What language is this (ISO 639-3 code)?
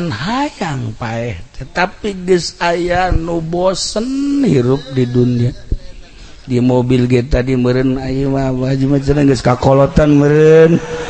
sun